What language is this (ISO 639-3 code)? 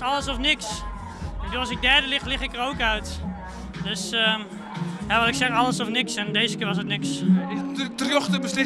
fry